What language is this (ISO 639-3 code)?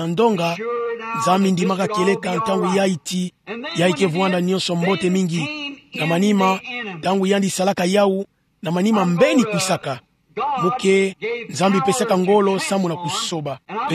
ktu